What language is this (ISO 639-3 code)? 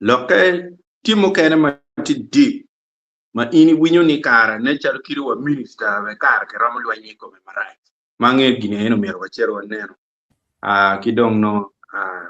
ach